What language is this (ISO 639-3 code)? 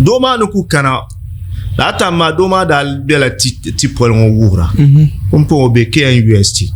dag